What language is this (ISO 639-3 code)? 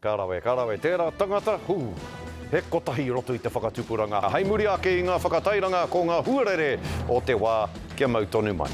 mri